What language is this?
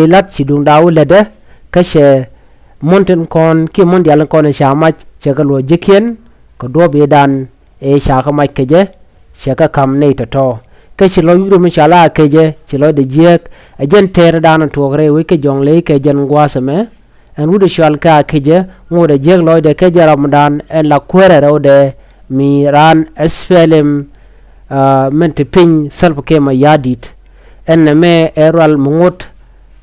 Nuer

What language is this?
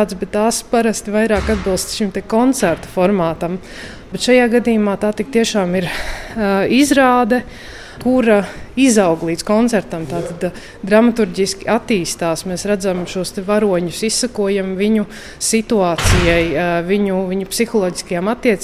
Latvian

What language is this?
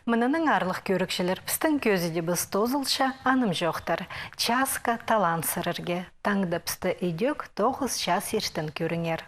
Khakas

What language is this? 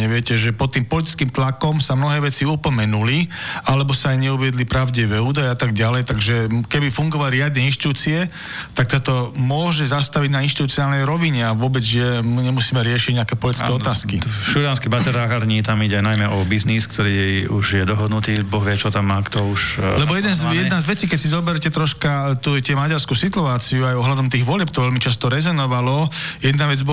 Slovak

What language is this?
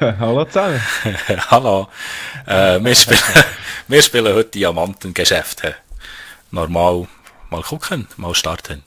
Swiss German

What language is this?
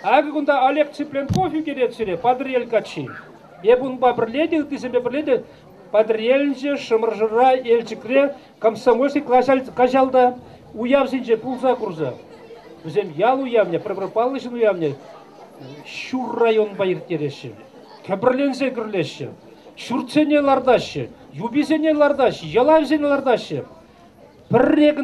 Chuvash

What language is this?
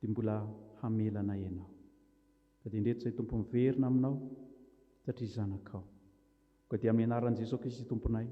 Malagasy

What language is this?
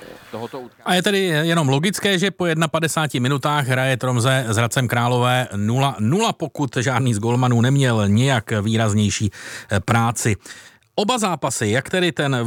Czech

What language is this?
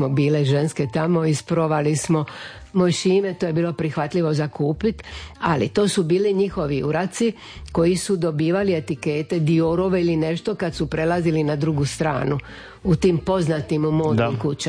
Croatian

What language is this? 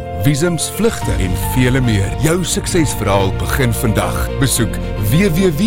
Afrikaans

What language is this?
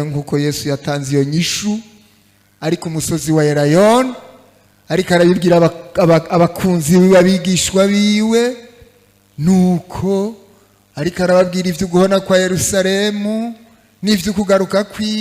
Rundi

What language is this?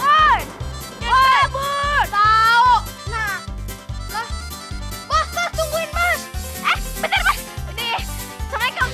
Betawi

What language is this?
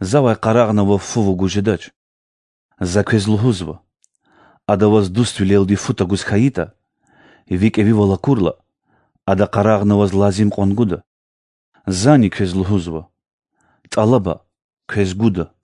Lezghian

